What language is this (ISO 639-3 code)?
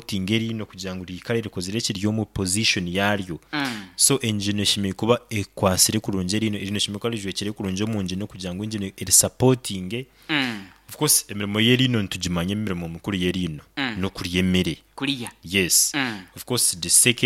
nyo